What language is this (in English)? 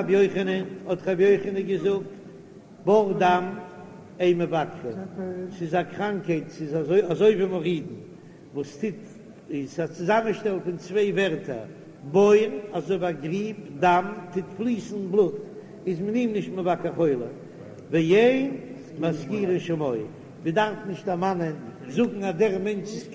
Yiddish